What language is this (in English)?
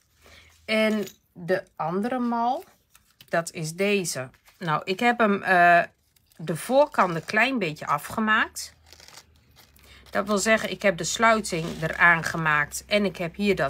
Dutch